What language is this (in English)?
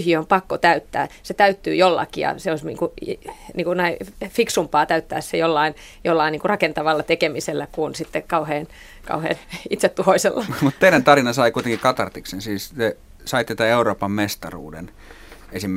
Finnish